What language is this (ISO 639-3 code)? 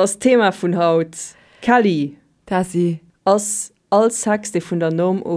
ltz